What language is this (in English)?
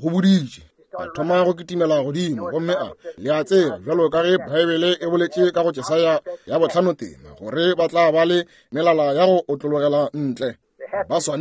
Northern Sotho